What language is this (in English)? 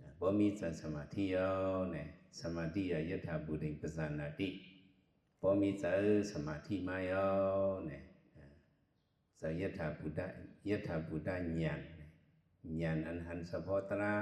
Shan